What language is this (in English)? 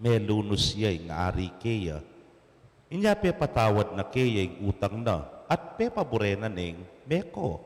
Pampanga